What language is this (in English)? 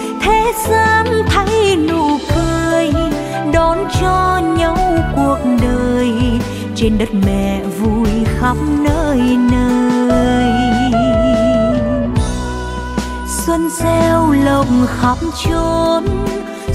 Vietnamese